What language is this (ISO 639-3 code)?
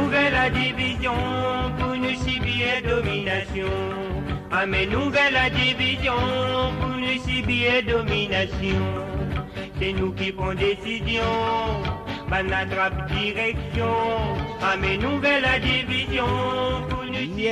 mfe